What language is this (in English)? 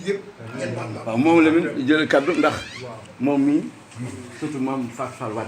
Wolof